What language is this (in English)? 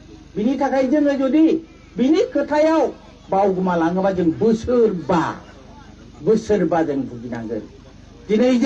Bodo